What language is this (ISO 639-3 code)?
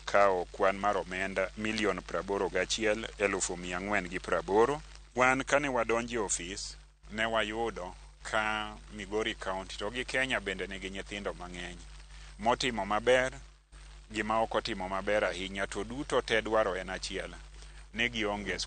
luo